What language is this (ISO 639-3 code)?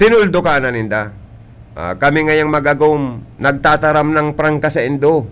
bik